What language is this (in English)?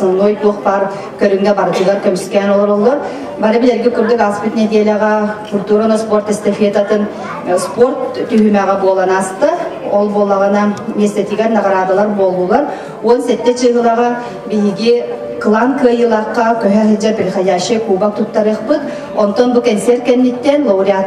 Yakut